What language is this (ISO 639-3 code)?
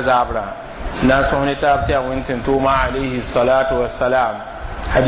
mos